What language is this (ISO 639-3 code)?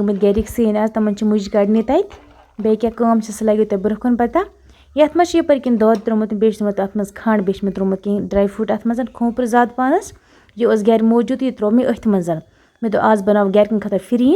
kas